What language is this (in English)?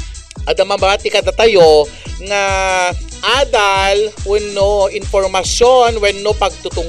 Iloko